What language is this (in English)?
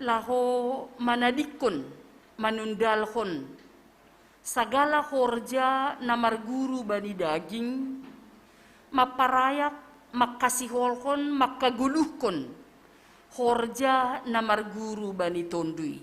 Batak Simalungun